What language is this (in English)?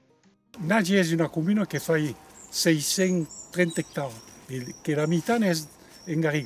Occitan